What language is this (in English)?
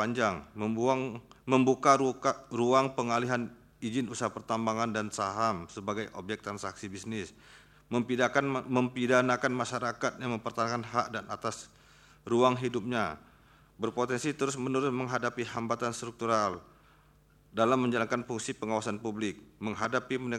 Indonesian